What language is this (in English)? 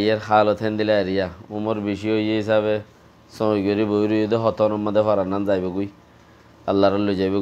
Rohingya